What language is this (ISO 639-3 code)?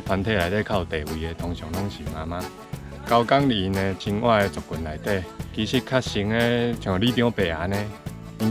nan